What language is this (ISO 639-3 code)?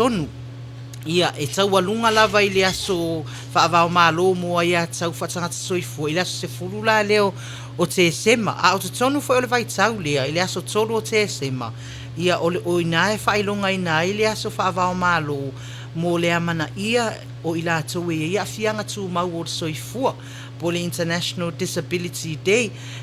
smo